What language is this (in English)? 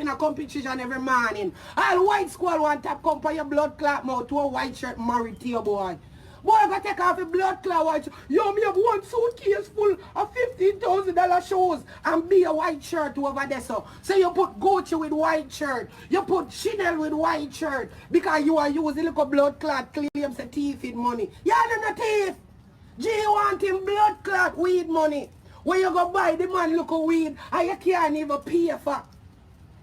Jamaican Creole English